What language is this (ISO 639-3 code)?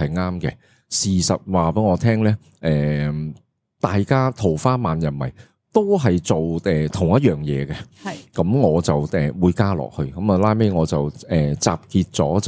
yue